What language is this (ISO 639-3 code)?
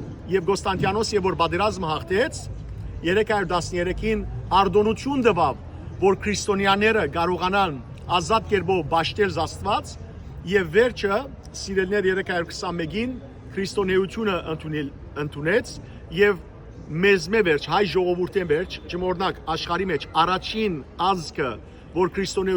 hyw